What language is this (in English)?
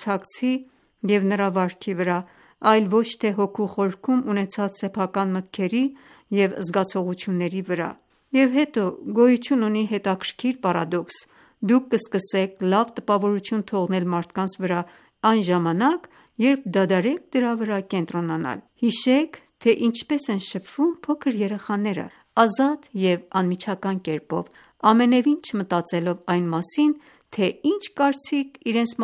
Armenian